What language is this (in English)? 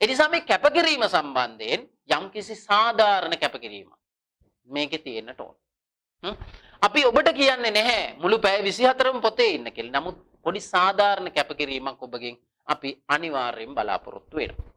Sinhala